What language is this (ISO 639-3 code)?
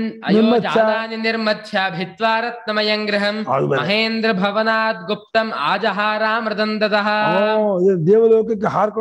kan